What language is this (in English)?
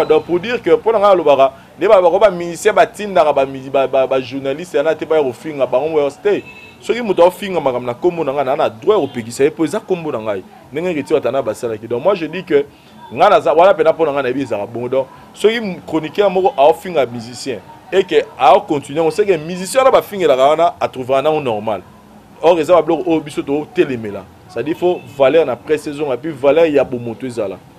Lingala